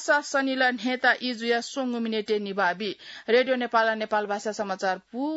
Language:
Newari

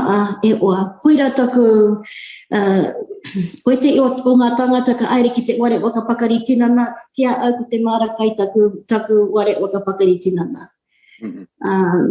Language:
Māori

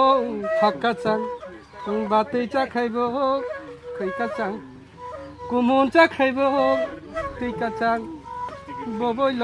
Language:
Kok Borok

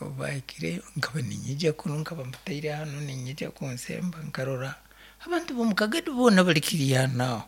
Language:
Nyankole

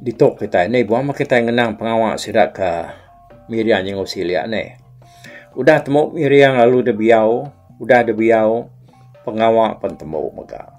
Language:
Iban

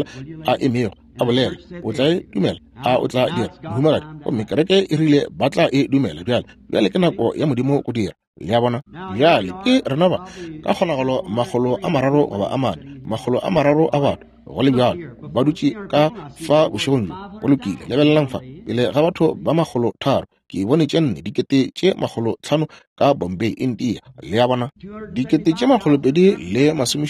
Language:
Northern Sotho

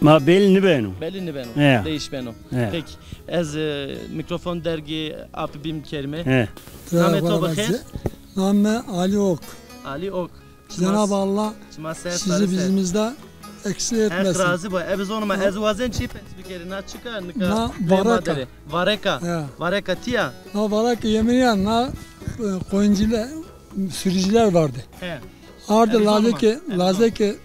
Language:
Zaza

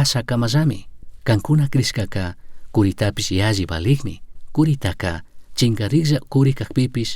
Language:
Chimborazo Highland Quichua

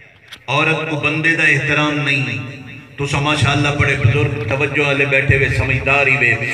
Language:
Saraiki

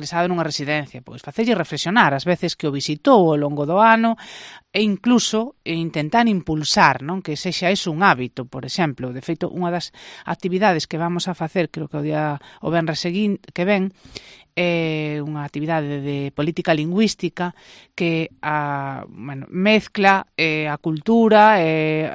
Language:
Galician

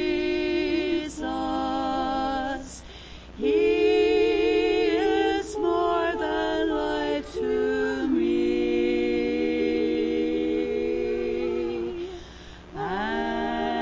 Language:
English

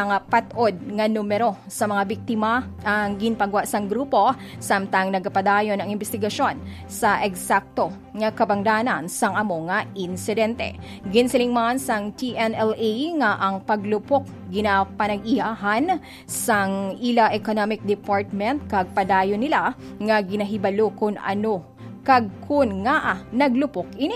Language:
Hiligaynon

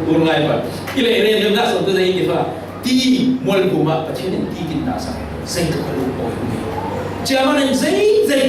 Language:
Falam Chin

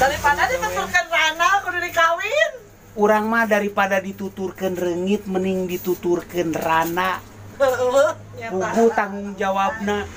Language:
Sundanese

